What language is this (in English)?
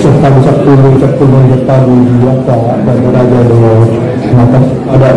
Batak Angkola